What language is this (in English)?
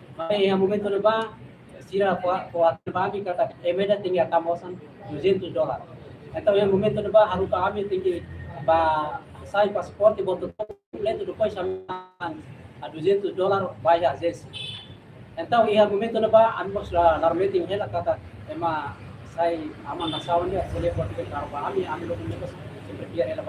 Tetum